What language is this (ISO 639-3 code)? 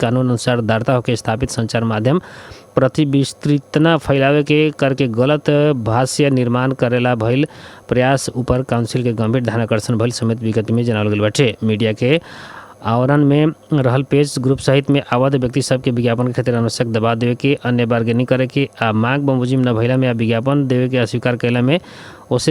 bho